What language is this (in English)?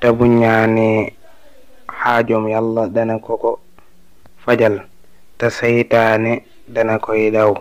Wolof